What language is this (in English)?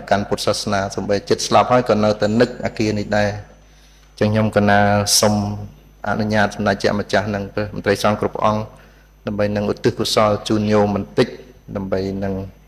Khmer